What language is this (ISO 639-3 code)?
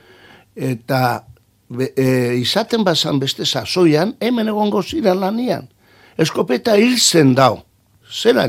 eus